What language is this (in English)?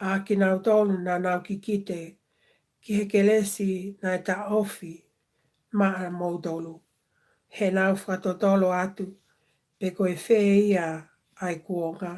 Tongan